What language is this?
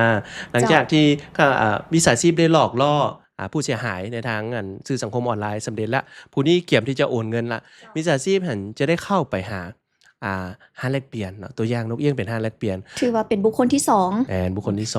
Lao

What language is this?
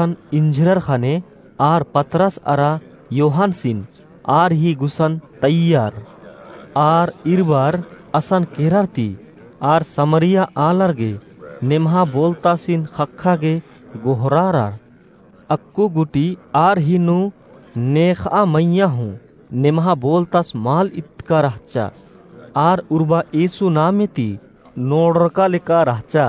Kurukh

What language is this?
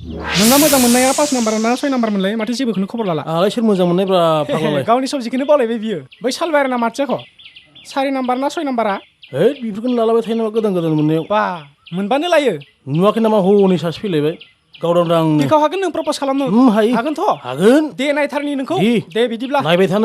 Bodo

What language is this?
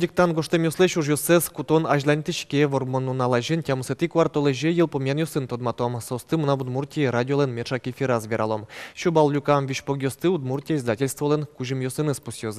Udmurt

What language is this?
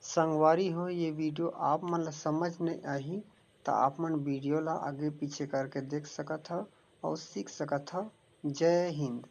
Chhattisgarhi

